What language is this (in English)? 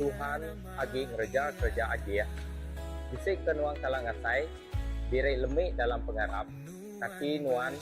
Iban